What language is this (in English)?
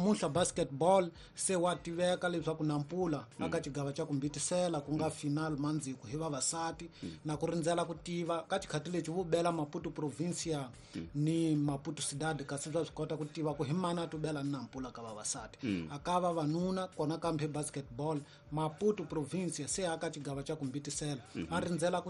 Tsonga